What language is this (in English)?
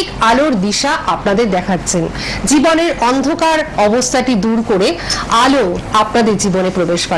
Bangla